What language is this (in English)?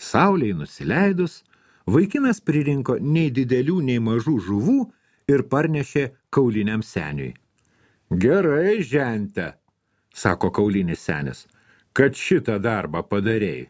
Lithuanian